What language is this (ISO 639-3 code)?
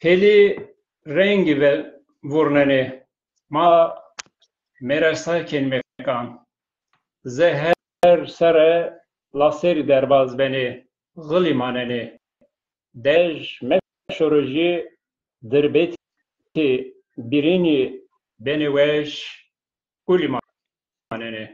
zza